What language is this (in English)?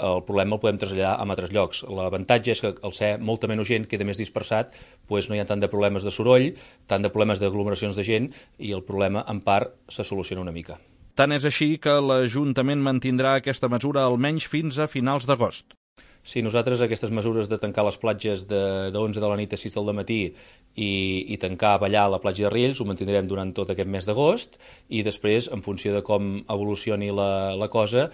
Catalan